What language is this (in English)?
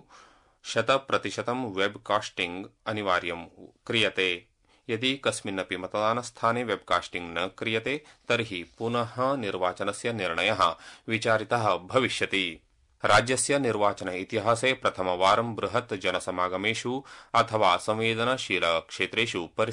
Sanskrit